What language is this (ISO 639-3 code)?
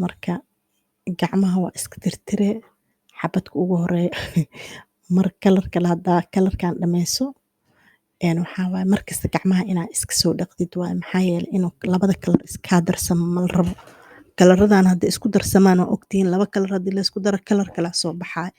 som